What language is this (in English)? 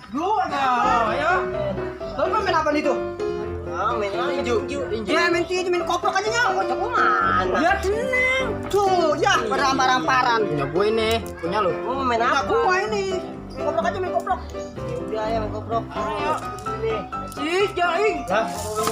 Betawi